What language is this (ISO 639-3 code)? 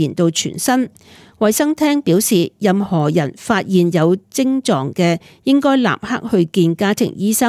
yue